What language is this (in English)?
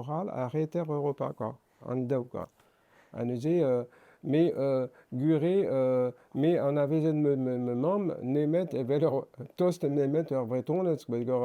Breton